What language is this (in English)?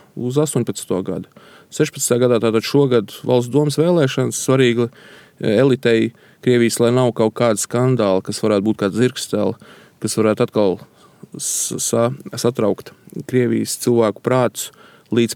Latvian